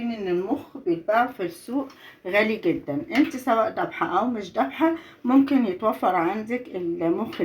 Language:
Egyptian Arabic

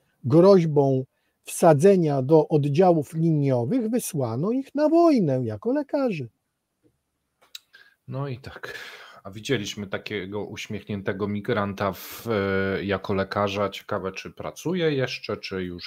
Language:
Polish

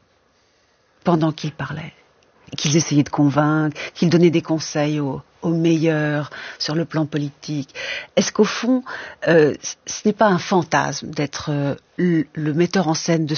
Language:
French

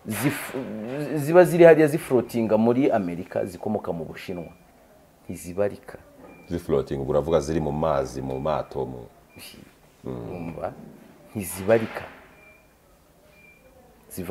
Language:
Kinyarwanda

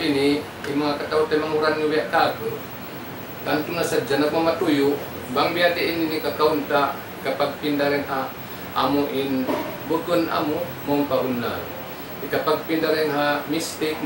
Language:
Tausug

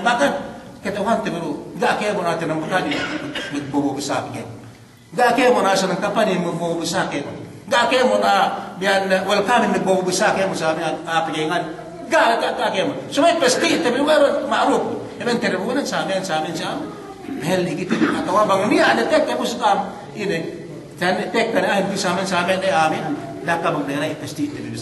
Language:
Yakan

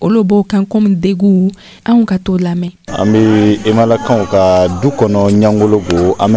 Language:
Dyula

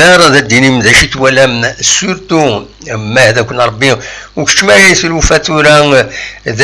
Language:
Kabyle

